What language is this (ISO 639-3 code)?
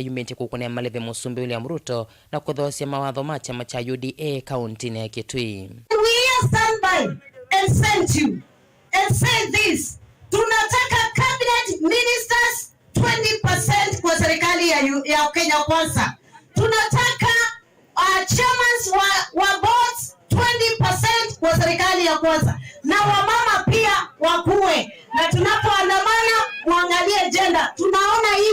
kam